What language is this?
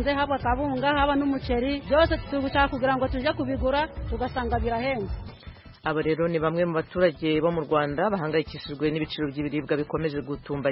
Kinyarwanda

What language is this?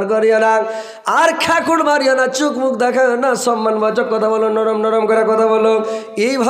Bangla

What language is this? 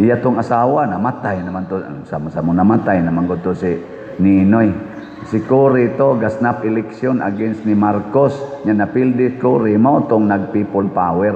Cebuano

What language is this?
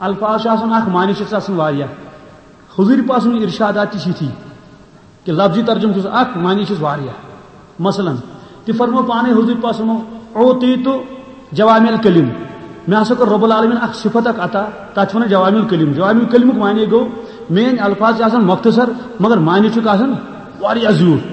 Kashmiri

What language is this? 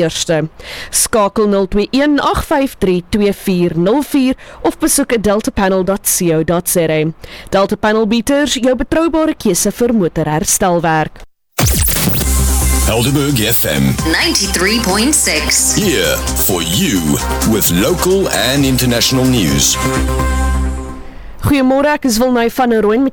Afrikaans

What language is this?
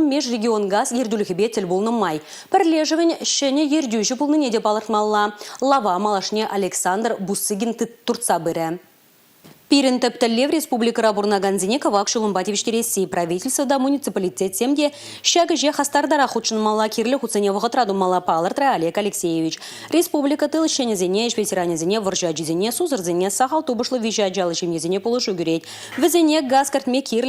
Chuvash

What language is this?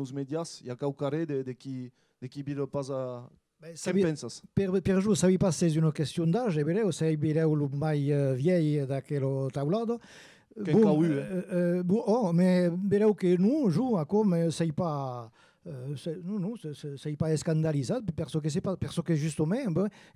Occitan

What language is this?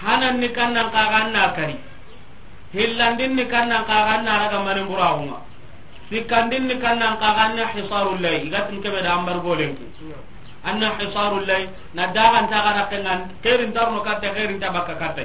Soninke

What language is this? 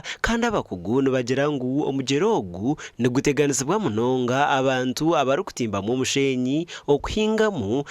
Nyankole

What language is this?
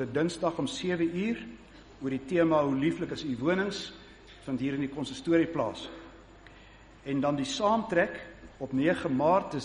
Afrikaans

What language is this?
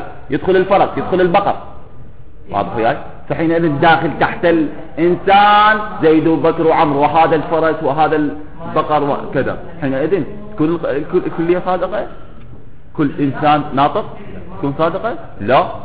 Mesopotamian Arabic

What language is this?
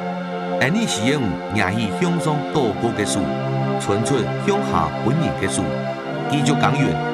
Hakka Chinese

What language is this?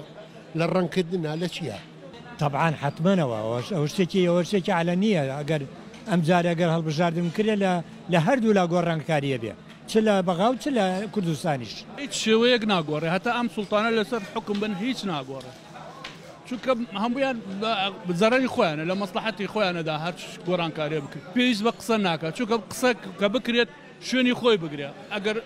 Central Kurdish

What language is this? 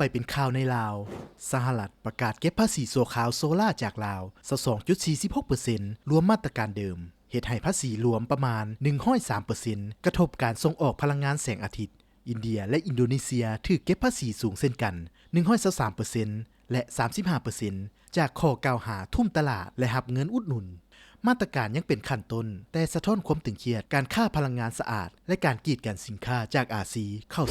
Lao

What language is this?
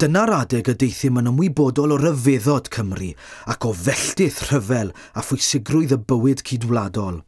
Welsh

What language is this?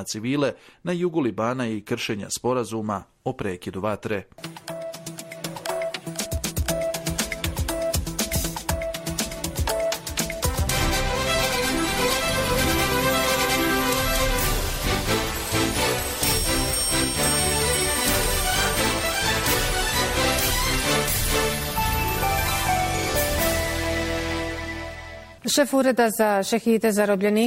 Bosnian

